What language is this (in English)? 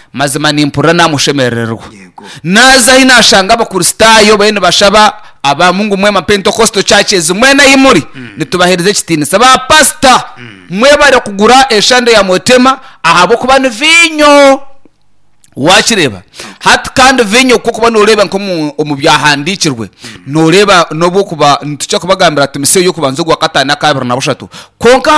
Nyankole